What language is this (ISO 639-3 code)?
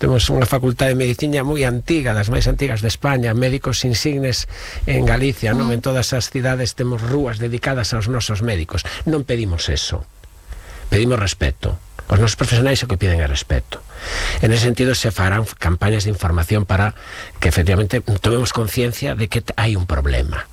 glg